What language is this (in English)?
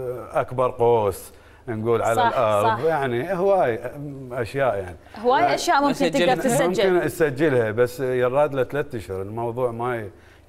Mesopotamian Arabic